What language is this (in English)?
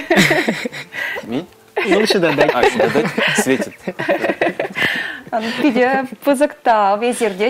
Chuvash